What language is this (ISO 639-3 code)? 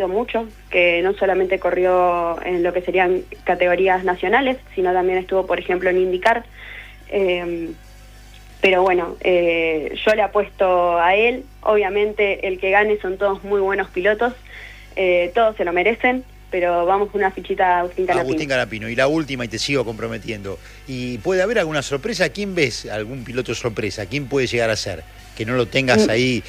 spa